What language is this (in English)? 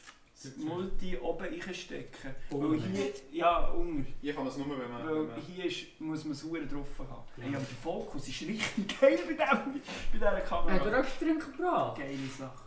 Swiss German